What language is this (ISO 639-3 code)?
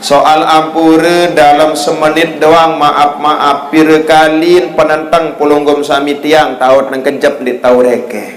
sas